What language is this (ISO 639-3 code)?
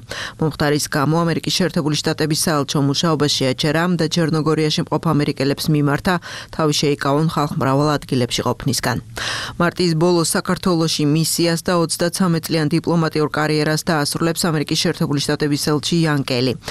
kat